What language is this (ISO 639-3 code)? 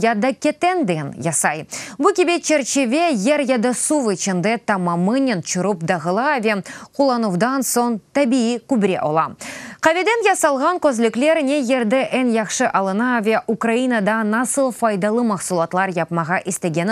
crh